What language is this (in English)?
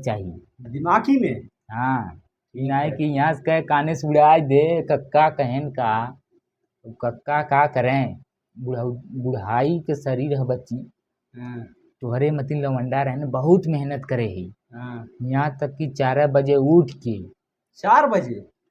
Bhojpuri